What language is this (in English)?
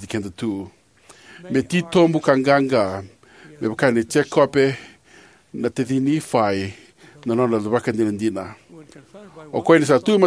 Fijian